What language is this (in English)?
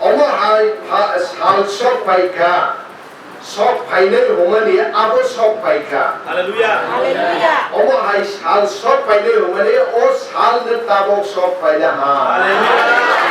Kok Borok